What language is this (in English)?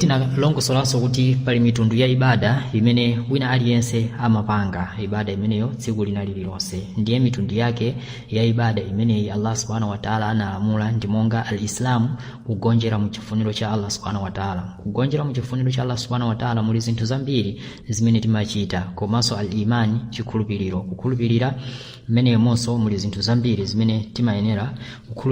Nyanja